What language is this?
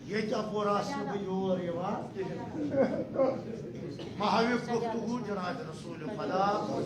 Kashmiri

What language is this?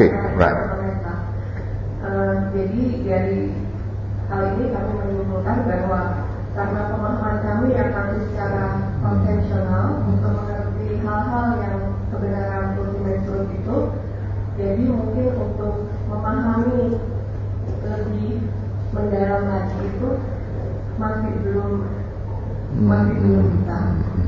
Indonesian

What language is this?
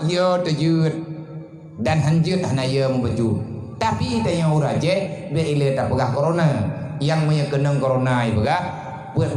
Achinese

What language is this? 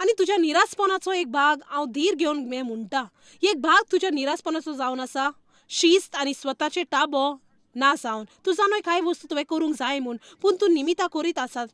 Konkani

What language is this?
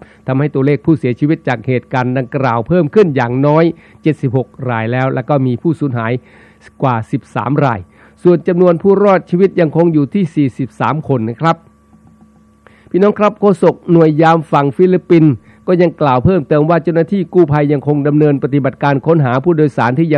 Thai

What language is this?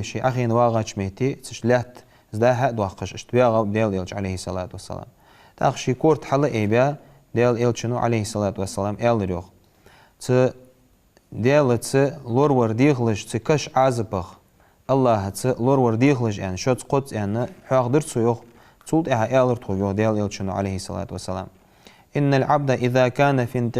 Ingush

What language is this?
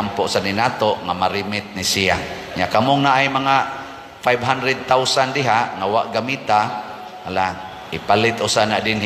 Cebuano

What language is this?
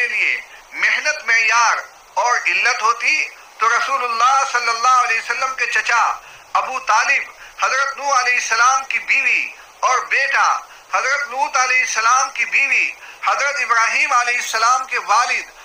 Urdu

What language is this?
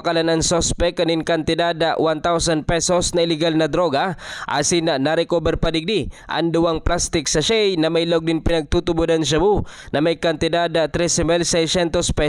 Bikol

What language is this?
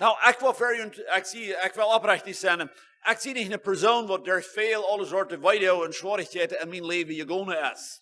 Plautdietsch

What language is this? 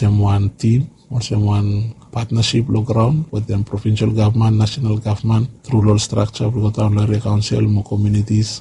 Bislama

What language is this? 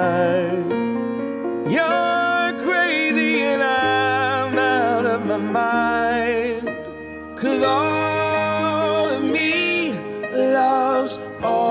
English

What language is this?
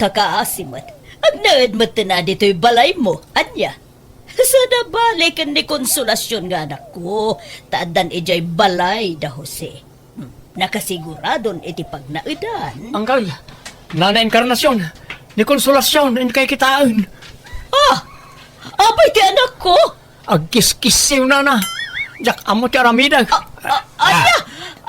Iloko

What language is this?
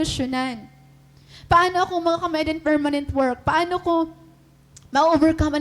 Waray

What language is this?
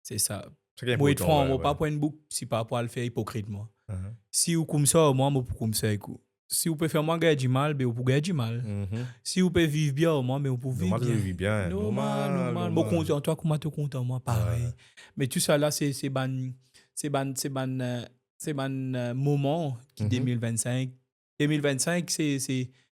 Morisyen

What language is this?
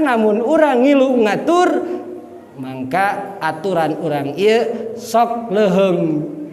Sundanese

